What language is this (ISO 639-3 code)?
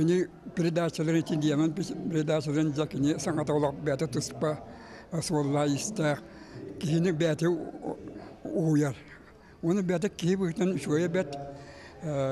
sah